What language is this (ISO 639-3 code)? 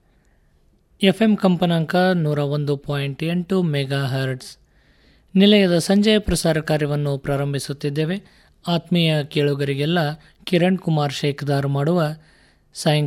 kan